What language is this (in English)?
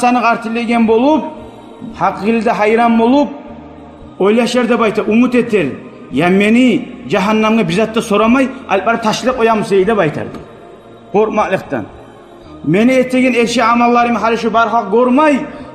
Kumyk